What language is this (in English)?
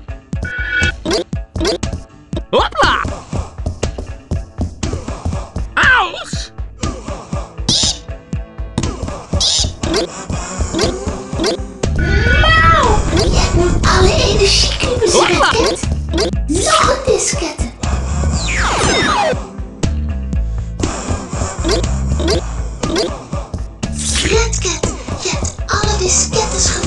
Dutch